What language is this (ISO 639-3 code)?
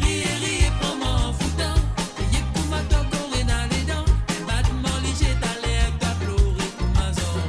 mfe